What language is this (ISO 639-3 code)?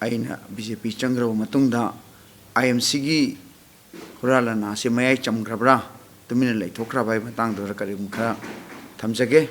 mni